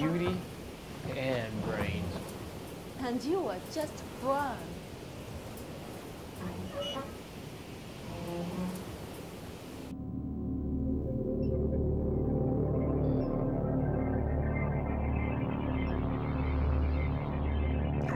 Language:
Spanish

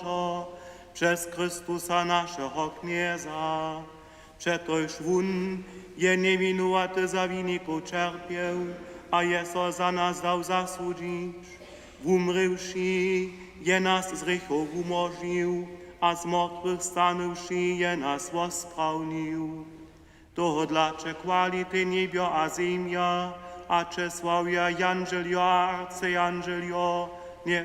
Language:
Upper Sorbian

